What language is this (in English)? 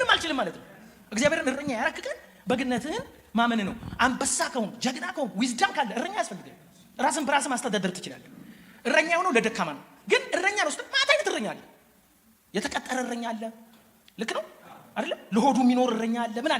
Amharic